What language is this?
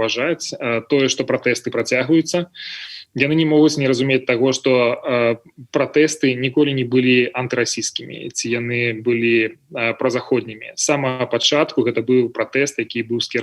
Belarusian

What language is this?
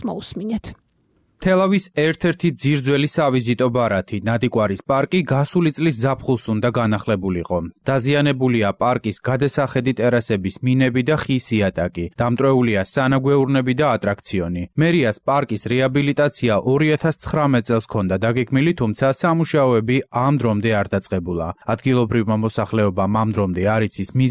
Georgian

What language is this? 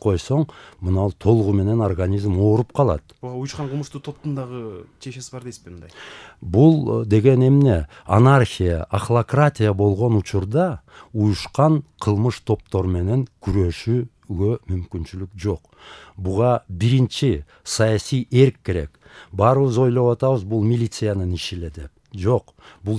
Kyrgyz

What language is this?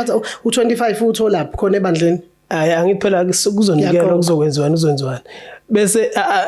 Zulu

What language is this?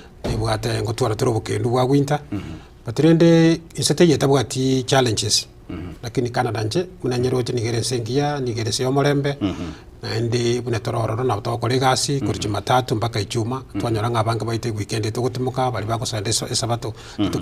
Gusii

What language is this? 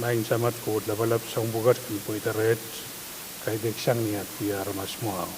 Pohnpeian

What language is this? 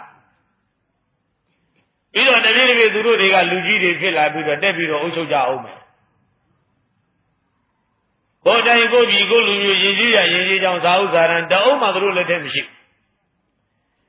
Burmese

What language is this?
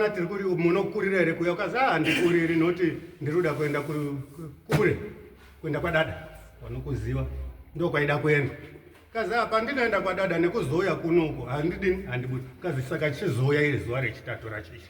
Shona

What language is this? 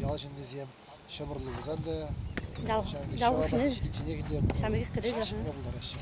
Chuvash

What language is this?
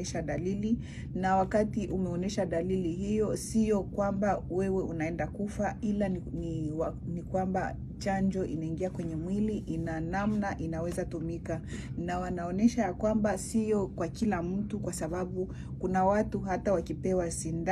Swahili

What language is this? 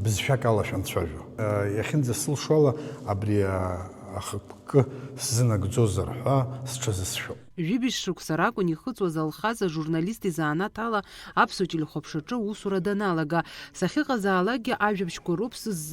Abkhazian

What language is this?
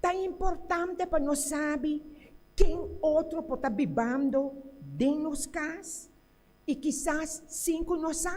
Papiamento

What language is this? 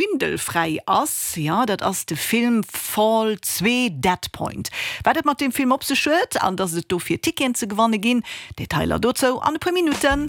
Luxembourgish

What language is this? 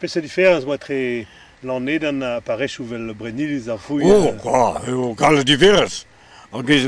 Breton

